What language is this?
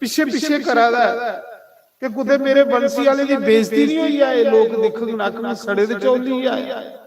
Dogri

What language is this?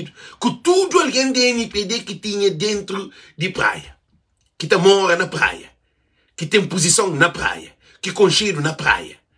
Kabuverdianu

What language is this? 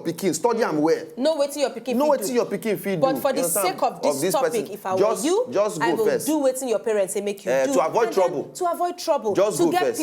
Nigerian Pidgin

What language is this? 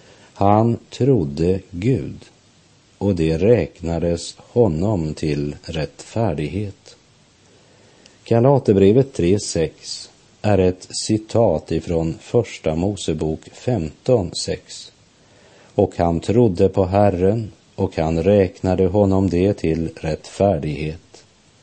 Swedish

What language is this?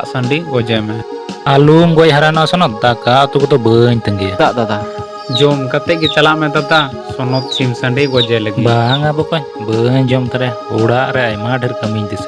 Santali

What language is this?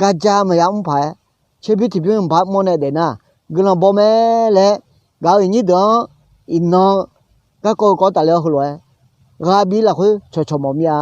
Akha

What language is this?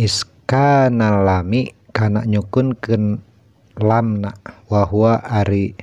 Sundanese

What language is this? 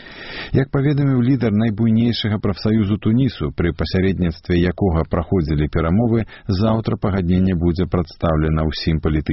Belarusian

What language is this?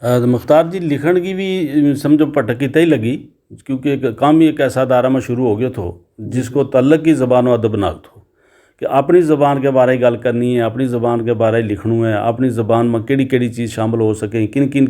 Gujari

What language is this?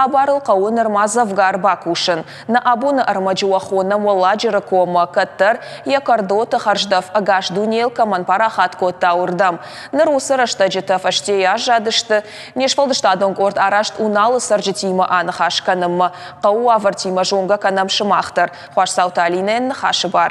Ossetic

